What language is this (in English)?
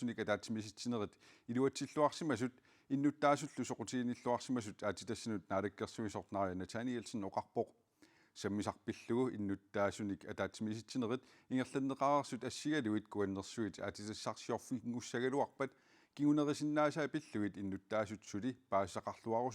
Kalaallisut